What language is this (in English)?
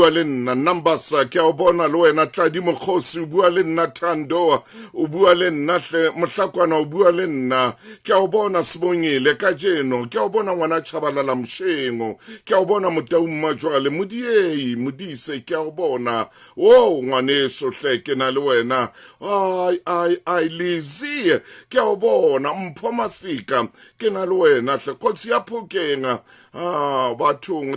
Southern Sotho